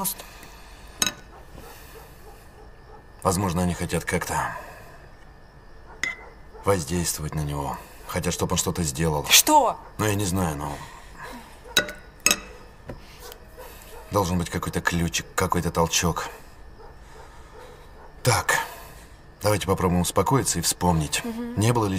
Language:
Russian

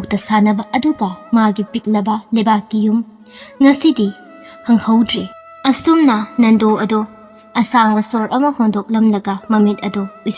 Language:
Manipuri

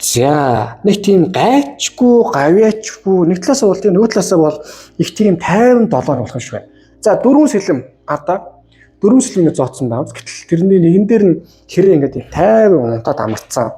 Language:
Mongolian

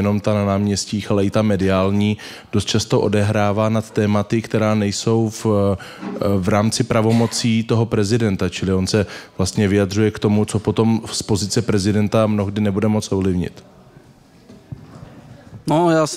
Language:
Czech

